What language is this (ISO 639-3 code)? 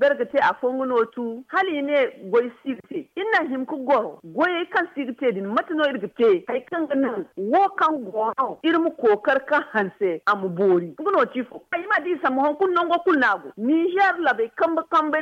dje